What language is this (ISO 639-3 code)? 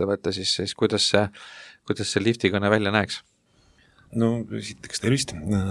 est